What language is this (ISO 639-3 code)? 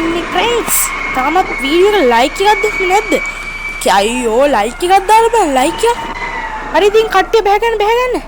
sin